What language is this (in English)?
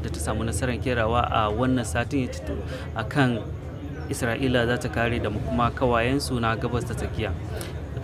Hausa